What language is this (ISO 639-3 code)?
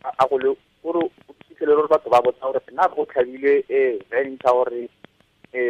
tsn